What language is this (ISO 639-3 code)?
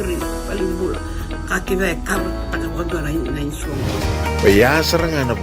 fij